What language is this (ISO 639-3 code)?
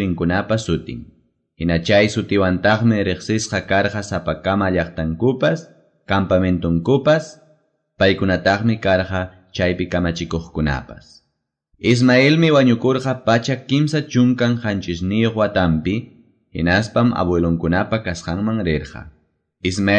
que